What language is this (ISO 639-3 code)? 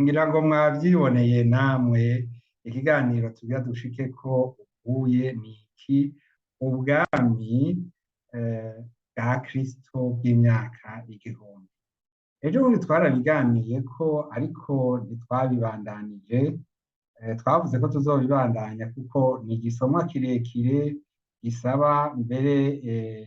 run